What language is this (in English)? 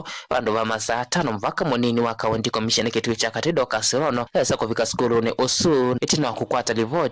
Kamba